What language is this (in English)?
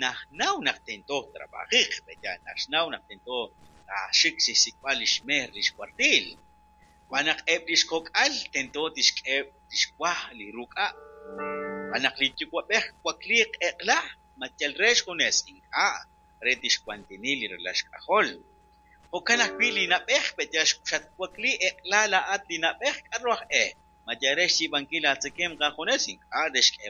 Kekchí